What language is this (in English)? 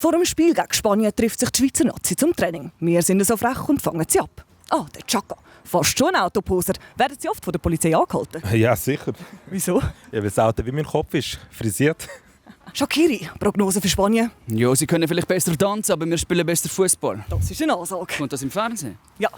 Swiss German